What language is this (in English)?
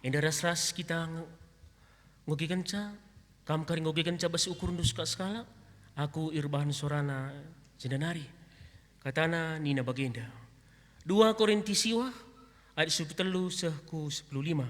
Batak Karo